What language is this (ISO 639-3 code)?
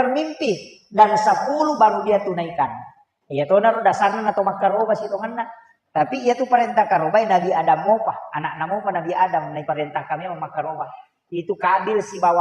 bug